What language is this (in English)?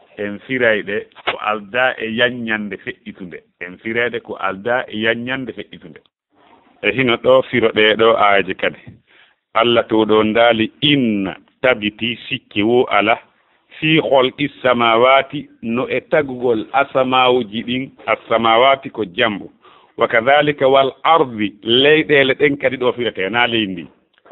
Fula